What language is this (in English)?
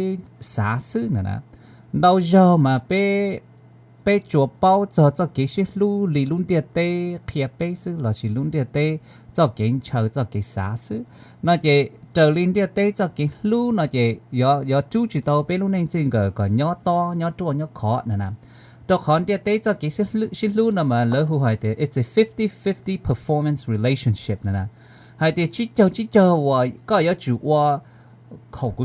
Hmong